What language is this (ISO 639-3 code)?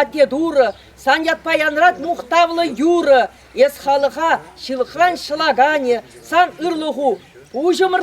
chv